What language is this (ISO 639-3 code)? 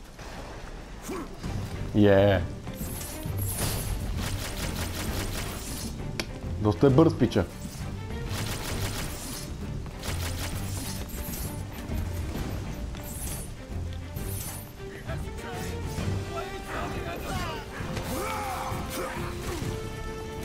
bul